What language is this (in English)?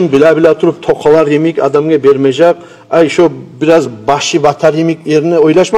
Kumyk